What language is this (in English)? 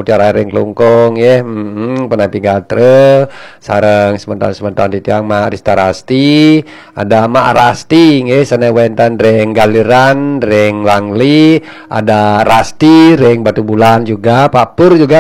Balinese